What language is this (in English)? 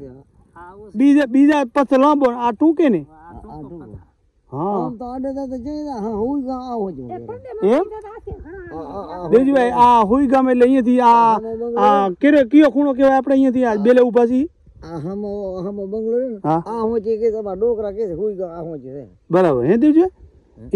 Gujarati